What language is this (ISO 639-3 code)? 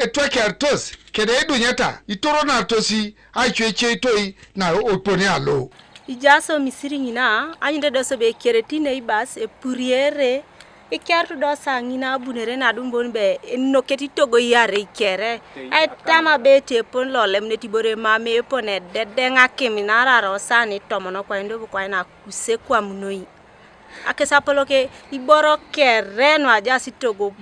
teo